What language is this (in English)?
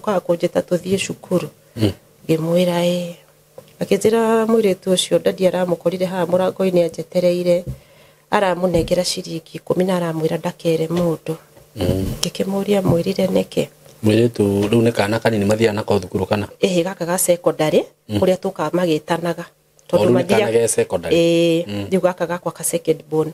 Kikuyu